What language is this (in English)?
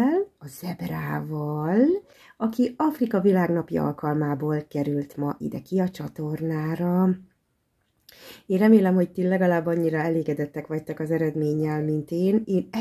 Hungarian